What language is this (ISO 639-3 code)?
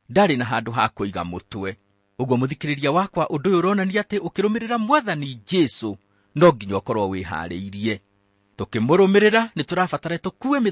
kik